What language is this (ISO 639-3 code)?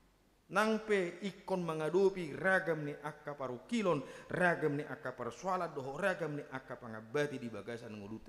bbc